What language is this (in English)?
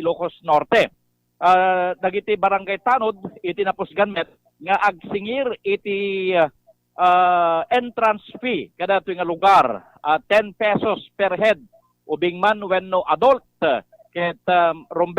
Iloko